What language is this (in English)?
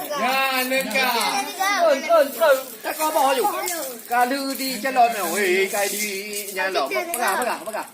Achinese